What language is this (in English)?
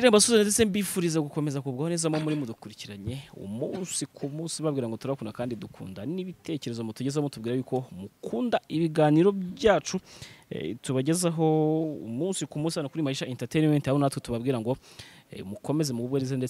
Kinyarwanda